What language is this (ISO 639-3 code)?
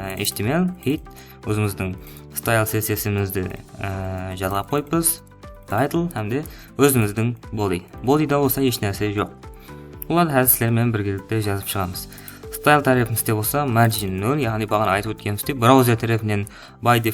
kaa